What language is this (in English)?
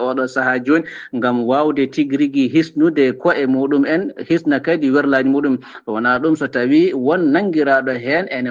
Fula